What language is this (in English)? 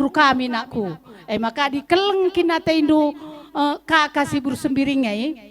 Batak Karo